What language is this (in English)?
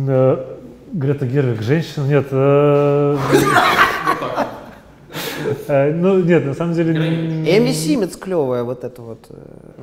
Russian